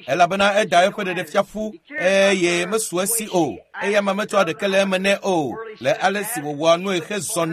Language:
Ewe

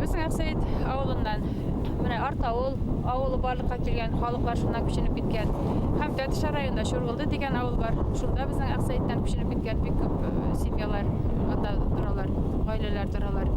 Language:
Bashkir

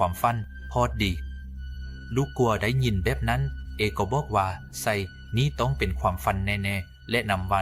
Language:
Lao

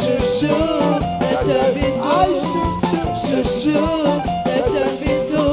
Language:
Kabuverdianu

